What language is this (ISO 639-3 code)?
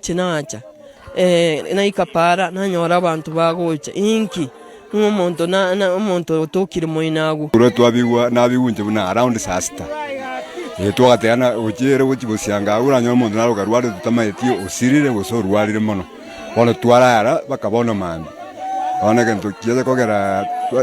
guz